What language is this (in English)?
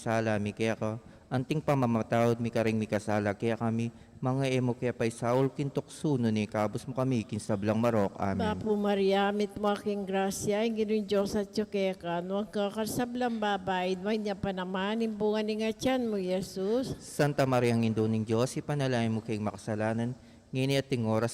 Pampanga